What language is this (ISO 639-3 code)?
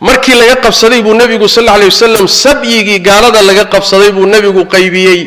som